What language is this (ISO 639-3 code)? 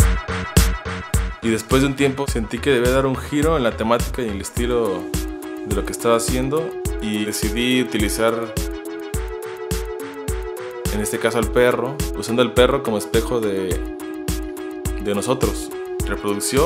spa